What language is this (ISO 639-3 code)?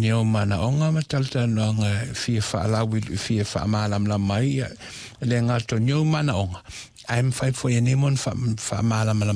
smo